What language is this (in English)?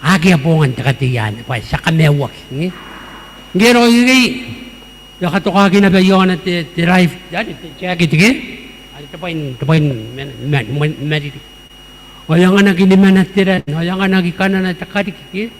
Gilbertese